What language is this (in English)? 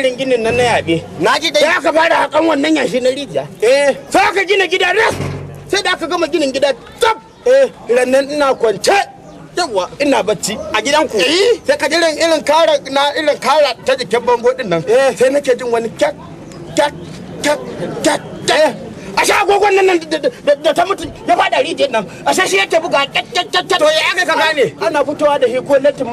Hausa